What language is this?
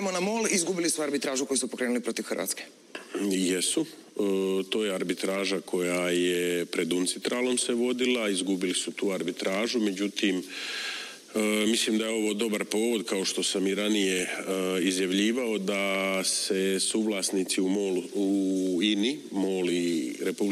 Croatian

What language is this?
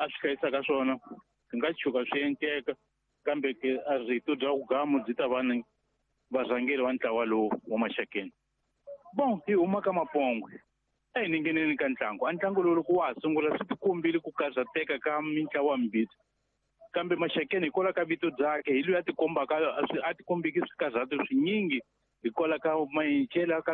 Tsonga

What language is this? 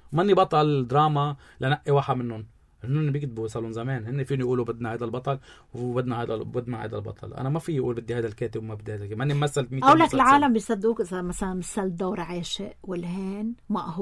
North Levantine Arabic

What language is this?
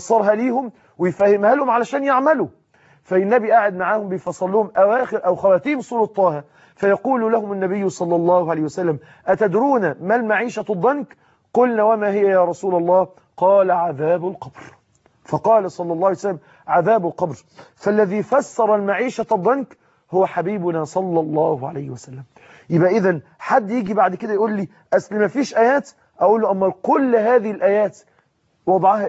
Egyptian Arabic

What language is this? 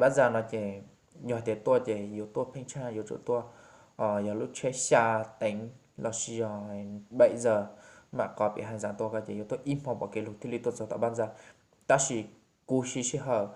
Hmong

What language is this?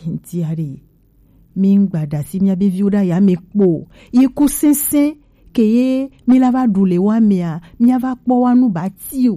Gen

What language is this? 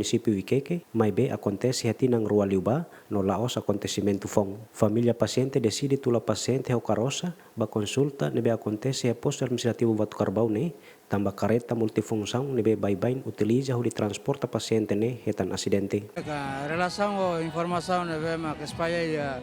Tetum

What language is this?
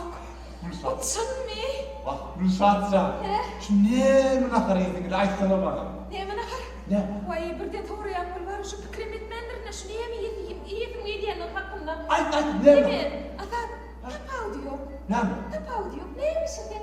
Turkmen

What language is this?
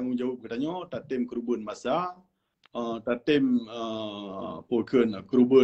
Achinese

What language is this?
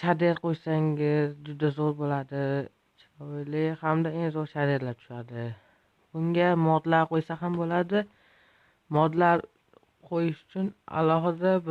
Uzbek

